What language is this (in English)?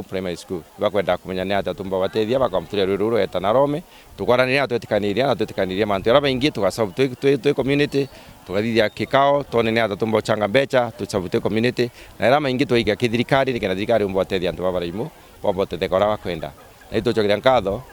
Meru